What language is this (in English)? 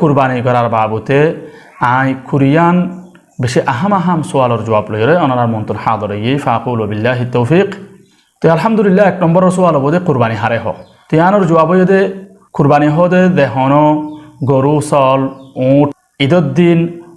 Rohingya